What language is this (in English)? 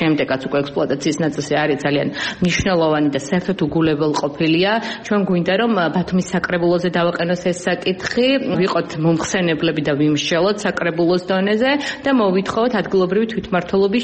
Georgian